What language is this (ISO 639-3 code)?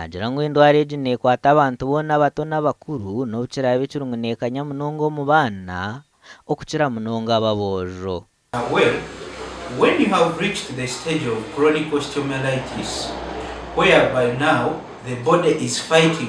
nyn